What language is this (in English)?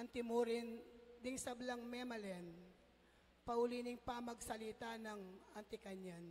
Pampanga